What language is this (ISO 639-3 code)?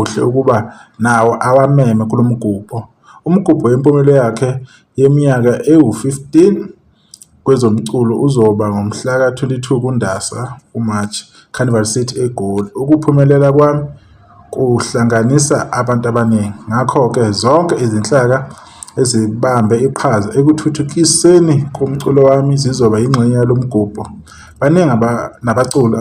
zul